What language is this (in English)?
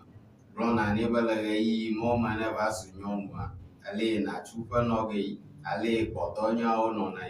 Ewe